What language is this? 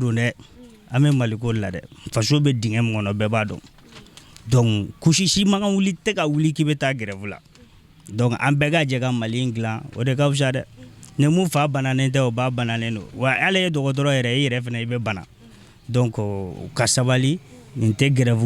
Bambara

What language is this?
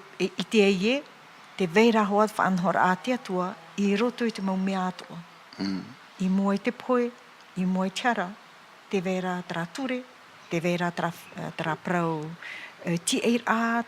Tahitian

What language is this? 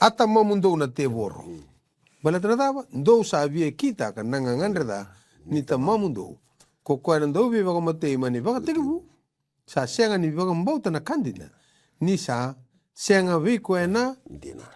Fijian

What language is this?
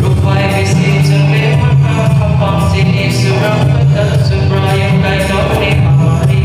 Kok Borok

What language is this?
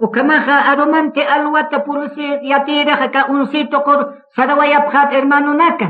Aymara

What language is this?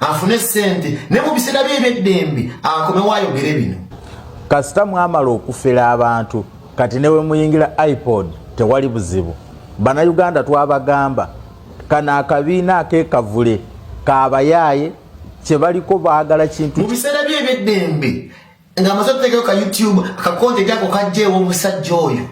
Ganda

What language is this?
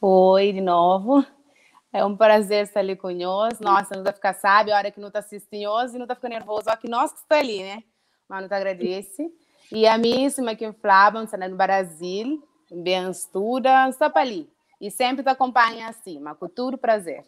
Kabuverdianu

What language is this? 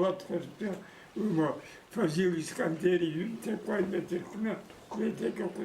Abkhazian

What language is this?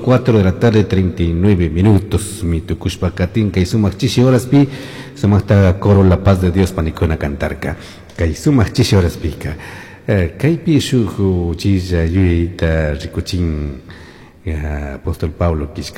Chimborazo Highland Quichua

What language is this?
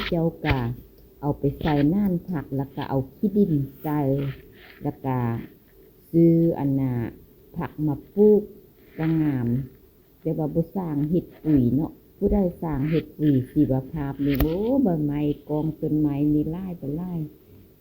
Lao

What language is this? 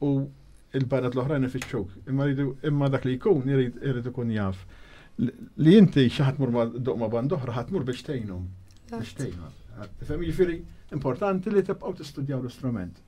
Maltese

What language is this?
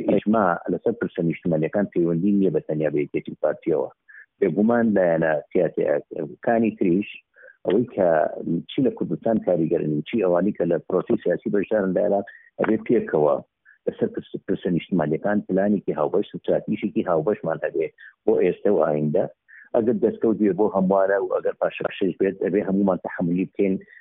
Central Kurdish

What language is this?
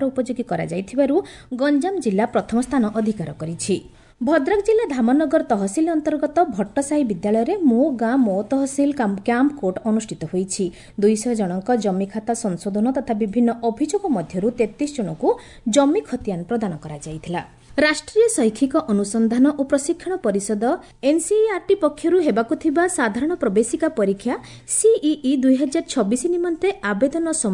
Odia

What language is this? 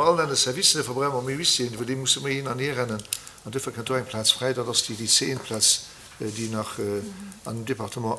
Luxembourgish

